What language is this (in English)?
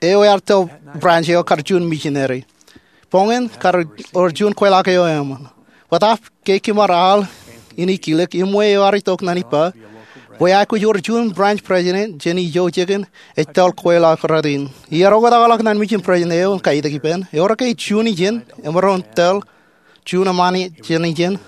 Marshallese